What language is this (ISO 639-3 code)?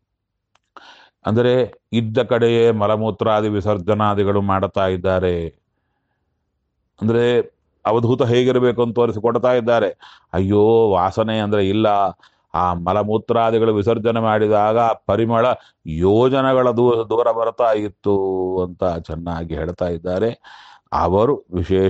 kan